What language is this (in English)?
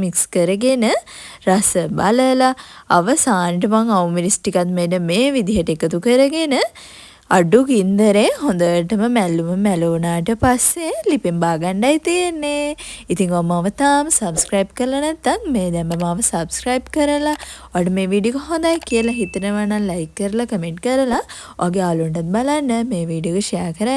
Sinhala